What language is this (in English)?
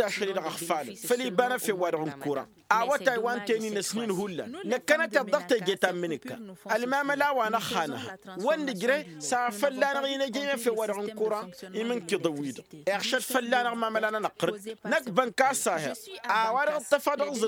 Tamasheq